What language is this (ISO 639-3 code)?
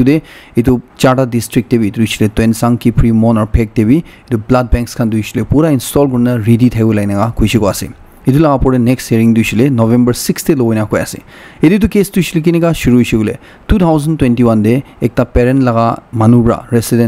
nag